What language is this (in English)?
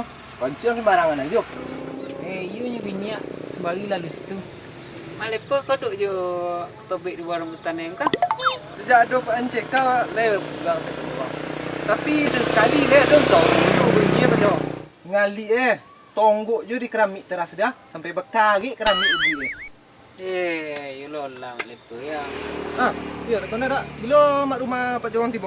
Minangkabau